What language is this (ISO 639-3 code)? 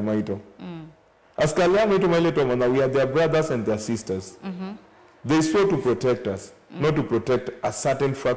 kam